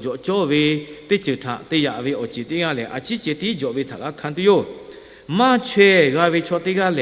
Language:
Lahu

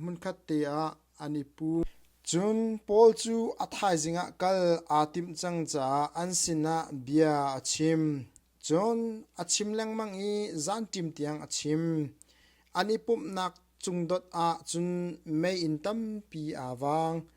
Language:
Hakha Chin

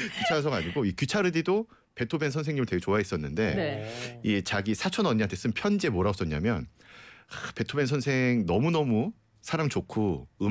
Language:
Korean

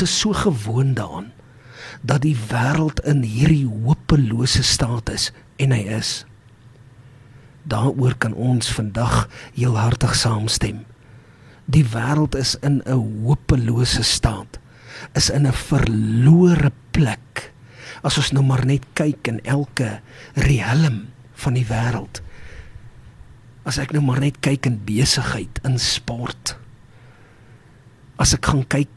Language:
Afrikaans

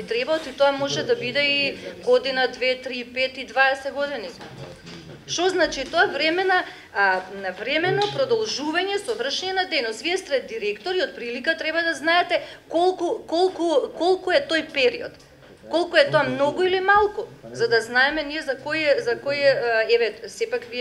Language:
Macedonian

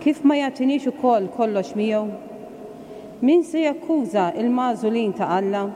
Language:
Maltese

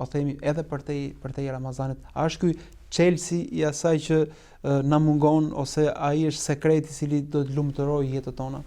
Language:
Albanian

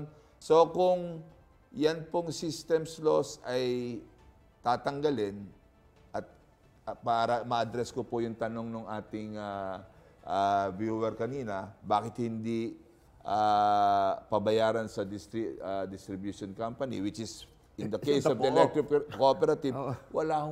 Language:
Filipino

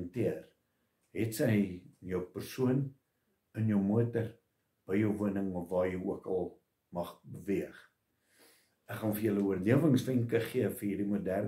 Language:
Afrikaans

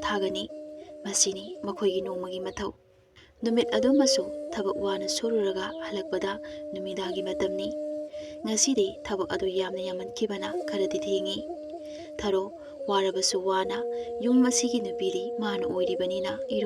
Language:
Manipuri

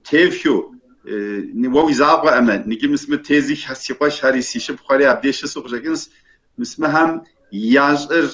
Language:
Kabardian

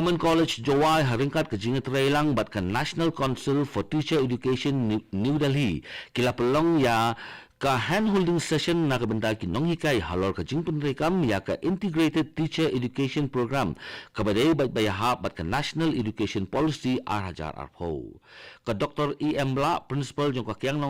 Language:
Khasi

